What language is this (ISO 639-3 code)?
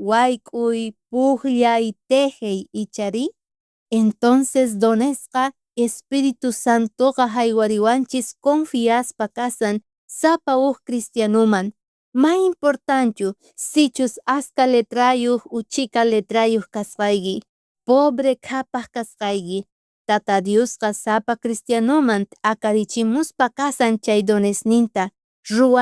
quh